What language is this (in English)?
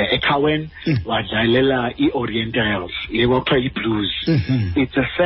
Xhosa